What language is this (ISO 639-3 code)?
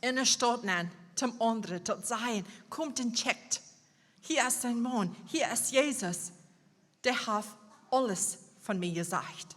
pdt